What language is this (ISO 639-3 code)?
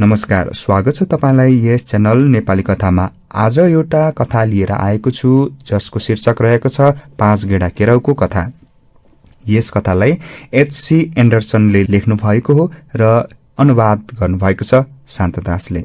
nep